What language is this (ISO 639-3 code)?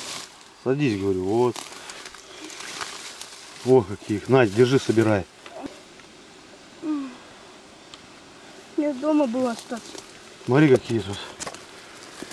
rus